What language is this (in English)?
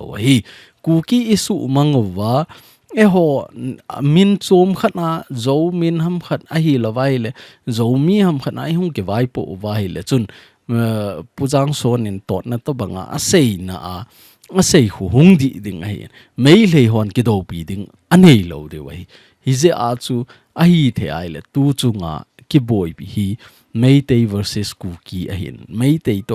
Thado Chin